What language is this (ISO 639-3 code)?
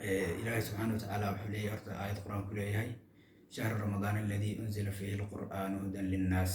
som